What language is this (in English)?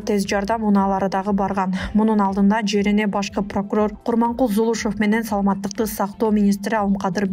Kyrgyz